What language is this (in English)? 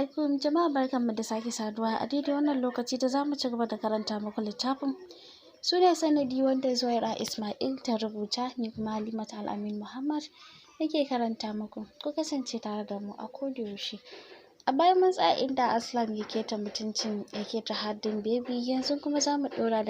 Hausa